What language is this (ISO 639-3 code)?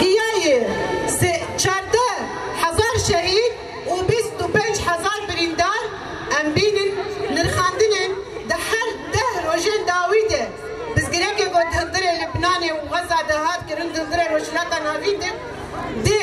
kur